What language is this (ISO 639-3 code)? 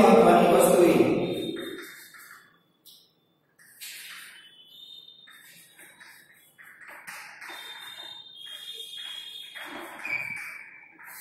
guj